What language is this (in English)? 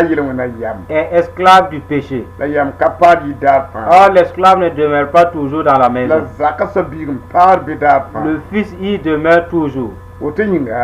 Mossi